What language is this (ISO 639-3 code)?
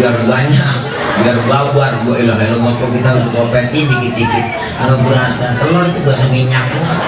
bew